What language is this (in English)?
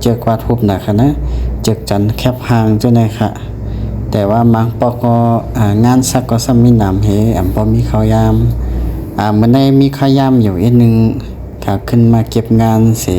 Shan